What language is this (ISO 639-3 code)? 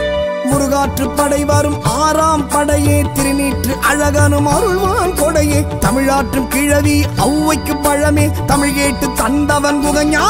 tam